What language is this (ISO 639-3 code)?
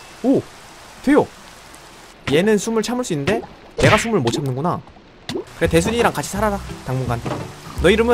kor